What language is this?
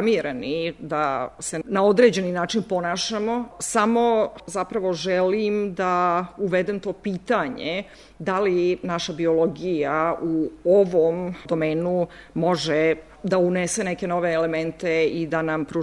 Serbian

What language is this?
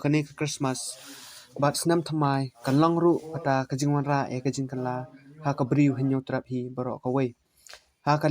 Khasi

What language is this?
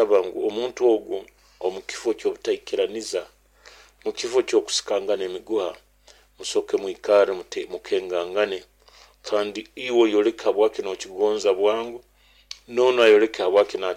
Nyoro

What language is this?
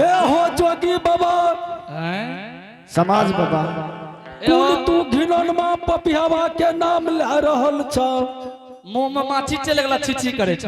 Angika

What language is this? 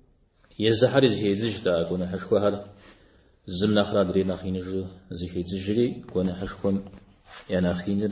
Kabardian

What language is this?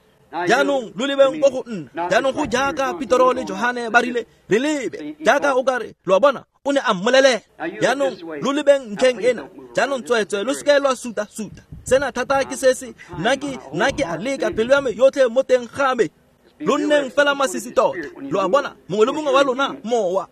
Tswana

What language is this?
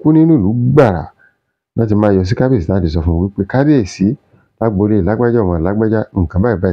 Yoruba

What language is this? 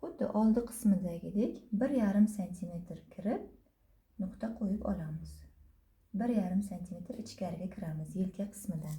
Uzbek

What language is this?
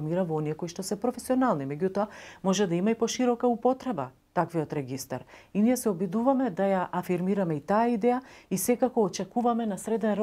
Macedonian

